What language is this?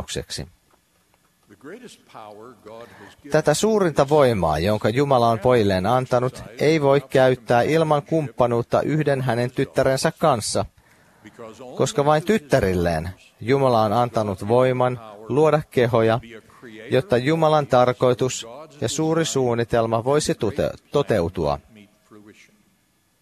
Finnish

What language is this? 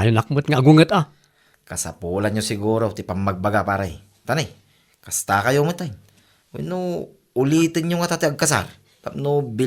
Iloko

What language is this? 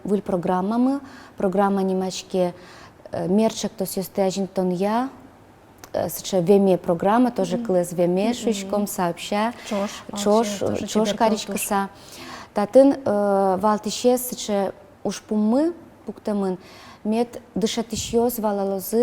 Udmurt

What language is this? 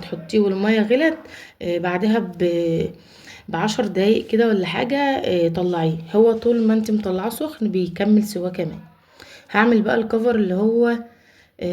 Egyptian Arabic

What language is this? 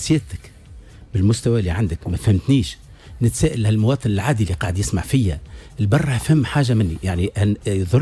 Tunisian Arabic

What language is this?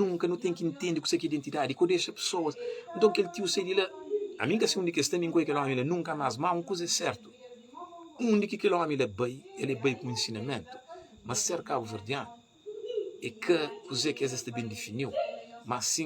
Kabuverdianu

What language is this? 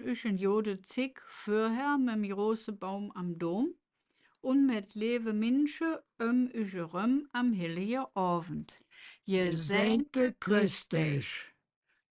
Colognian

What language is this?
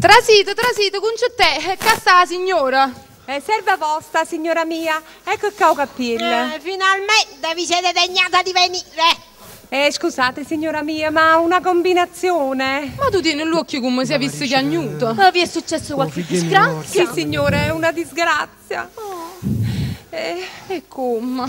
Neapolitan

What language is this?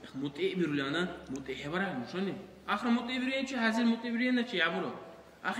Dargwa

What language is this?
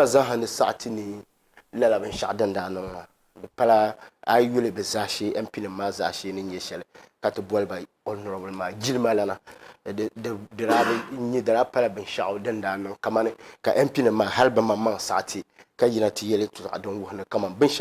Dagbani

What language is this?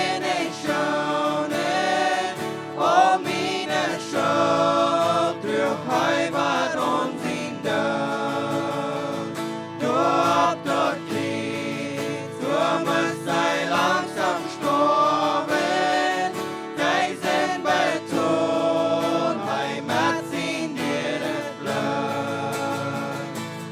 Plautdietsch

